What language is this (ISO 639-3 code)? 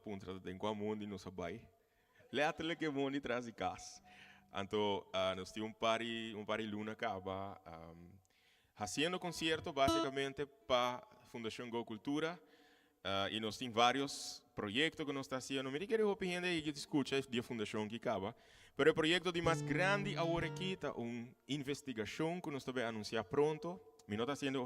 pap